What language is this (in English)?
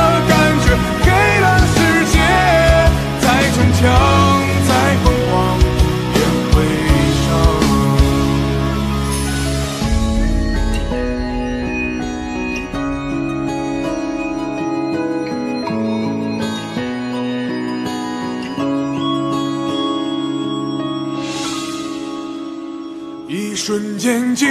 Chinese